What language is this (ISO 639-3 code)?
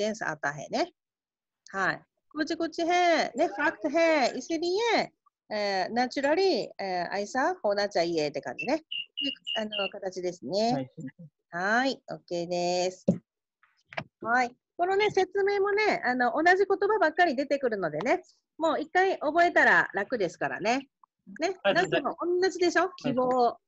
jpn